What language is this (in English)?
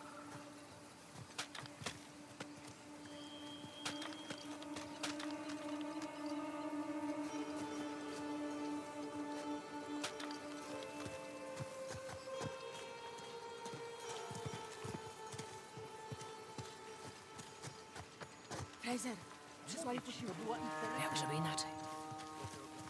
Polish